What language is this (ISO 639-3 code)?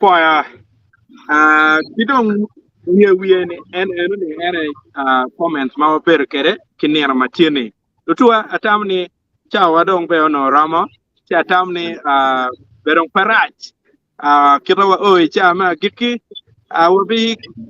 ach